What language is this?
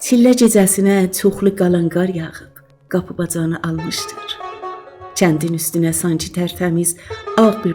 South Azerbaijani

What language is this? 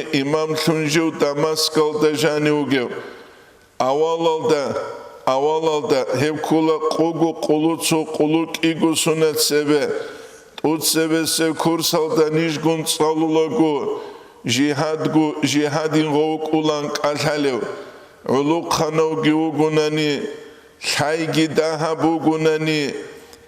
Avaric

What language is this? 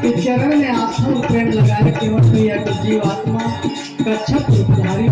Chhattisgarhi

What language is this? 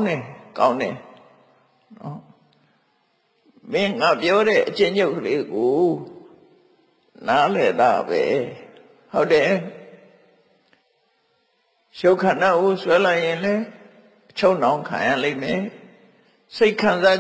Burmese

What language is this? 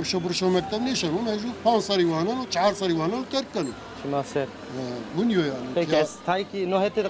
Zaza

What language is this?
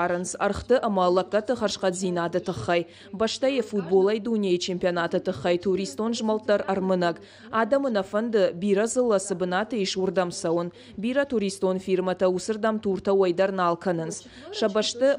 Ossetic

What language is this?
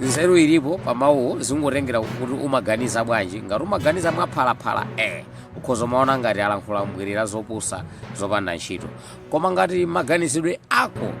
Nyanja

